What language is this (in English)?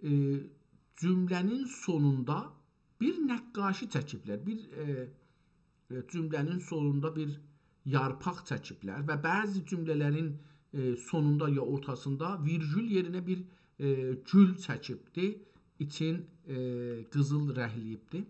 South Azerbaijani